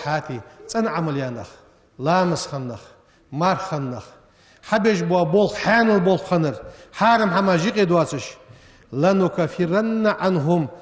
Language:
Ingush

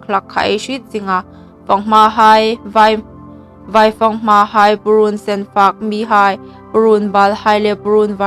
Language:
Hmar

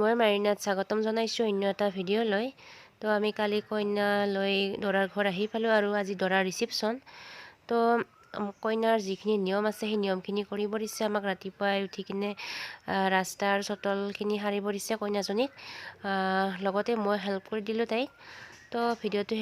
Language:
Assamese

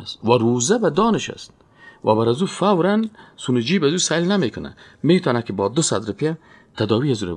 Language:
Persian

